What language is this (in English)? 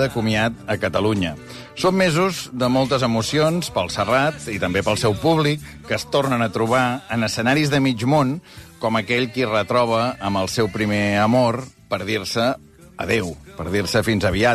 Catalan